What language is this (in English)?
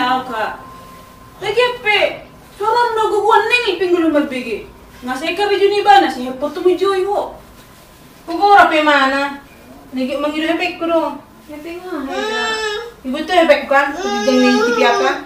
Batak Toba